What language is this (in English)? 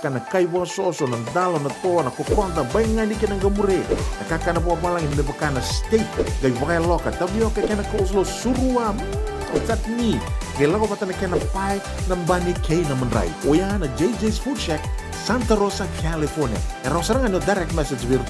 Fijian